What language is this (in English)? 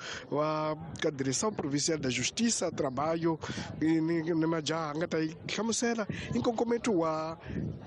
Tsonga